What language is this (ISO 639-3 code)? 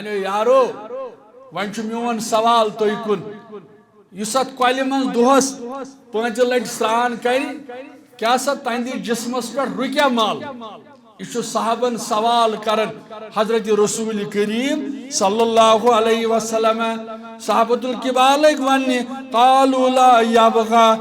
kas